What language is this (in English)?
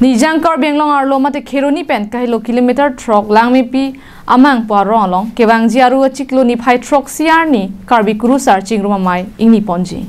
Karbi